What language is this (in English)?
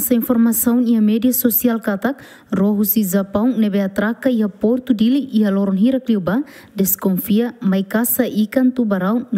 Tetum